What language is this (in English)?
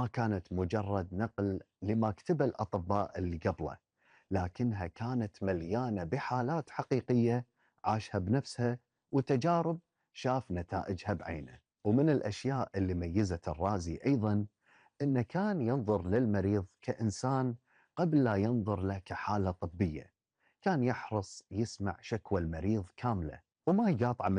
Gulf Arabic